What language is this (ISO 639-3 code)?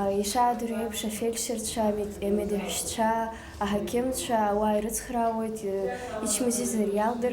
abk